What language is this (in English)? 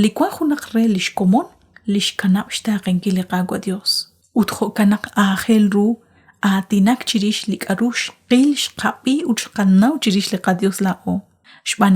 Kekchí